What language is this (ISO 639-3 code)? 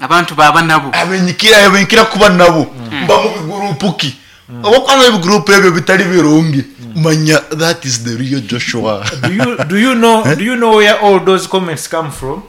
nyo